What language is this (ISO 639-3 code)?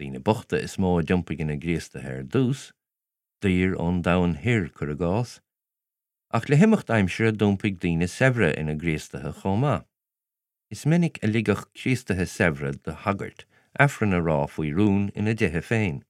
gle